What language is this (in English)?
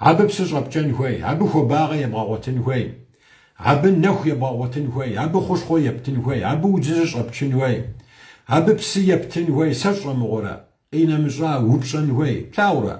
Kabardian